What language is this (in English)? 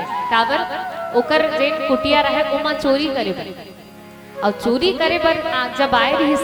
Chhattisgarhi